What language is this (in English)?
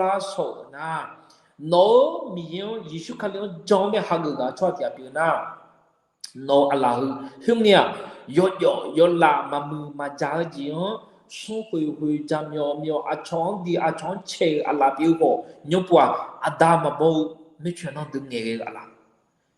Akha